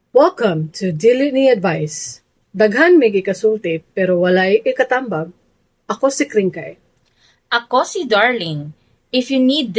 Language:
Cebuano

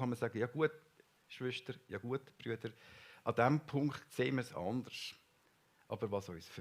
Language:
Swiss German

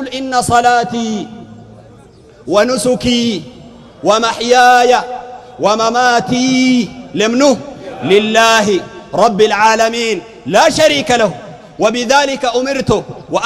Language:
Sudanese Arabic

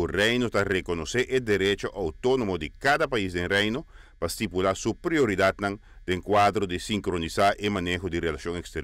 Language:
Papiamento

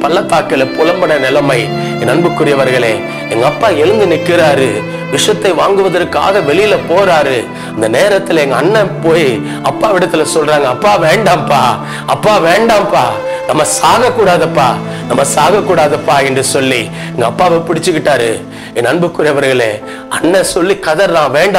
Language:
Tamil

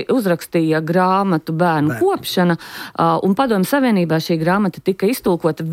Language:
Latvian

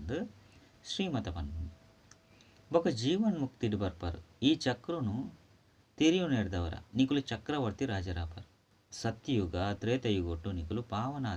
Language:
Tulu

